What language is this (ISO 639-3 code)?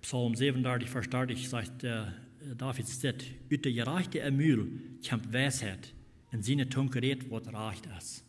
pdt